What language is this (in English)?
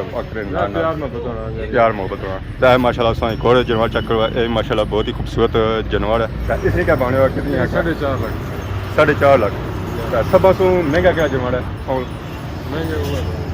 Pahari-Potwari